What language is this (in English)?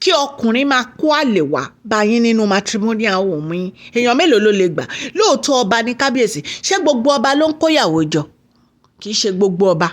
Yoruba